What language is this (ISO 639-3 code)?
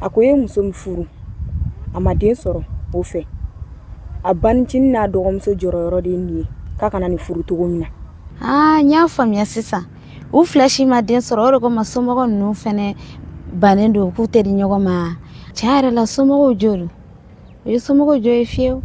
bam